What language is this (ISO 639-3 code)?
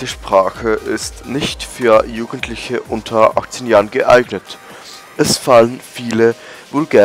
gsw